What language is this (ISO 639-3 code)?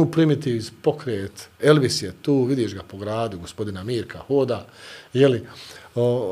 bos